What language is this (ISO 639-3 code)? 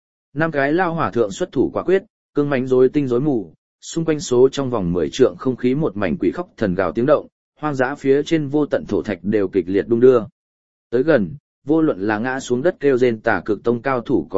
vie